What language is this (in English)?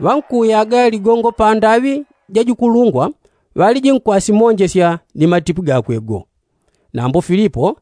Yao